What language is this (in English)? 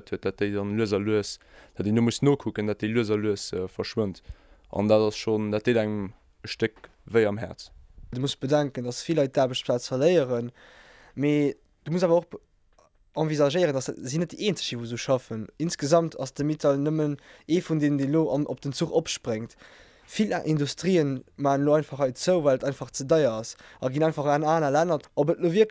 Luxembourgish